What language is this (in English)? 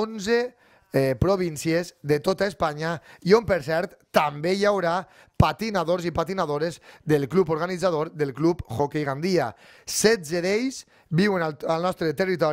Catalan